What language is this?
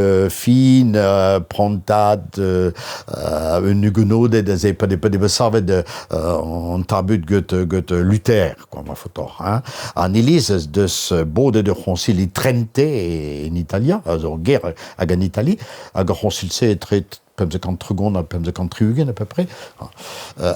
Breton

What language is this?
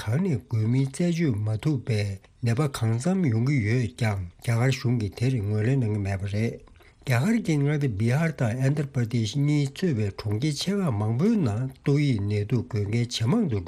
Tibetan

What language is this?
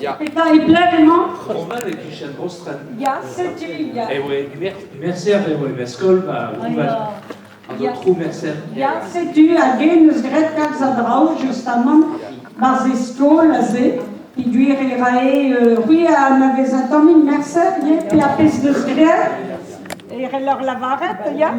Breton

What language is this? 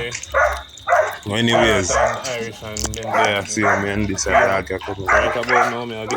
Jamaican Creole English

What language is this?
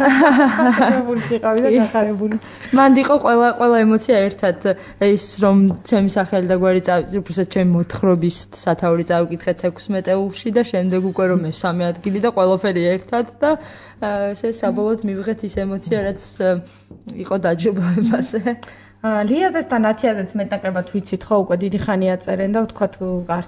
Georgian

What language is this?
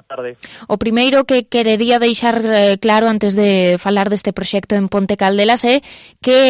Galician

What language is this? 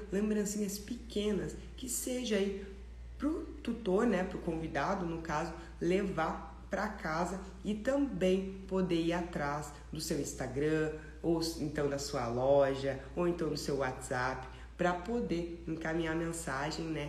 Portuguese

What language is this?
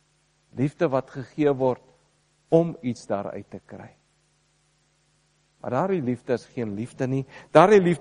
Afrikaans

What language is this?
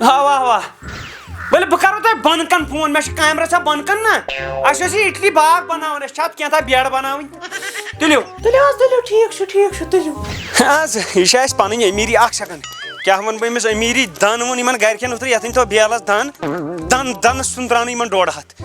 Kashmiri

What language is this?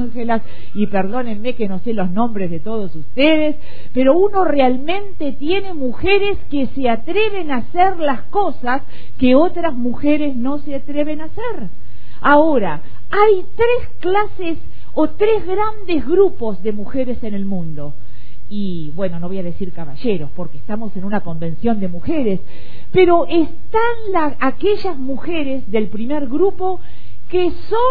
Spanish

